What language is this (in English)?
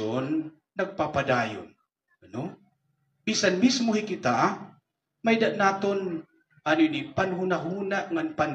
Waray